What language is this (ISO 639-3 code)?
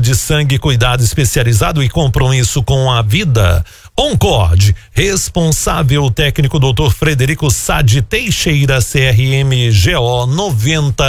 por